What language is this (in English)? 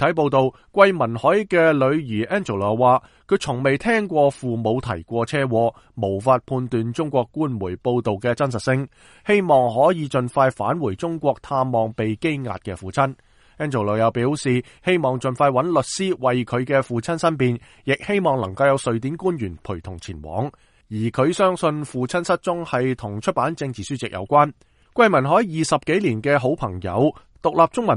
Cantonese